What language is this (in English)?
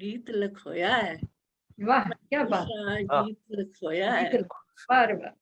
Dogri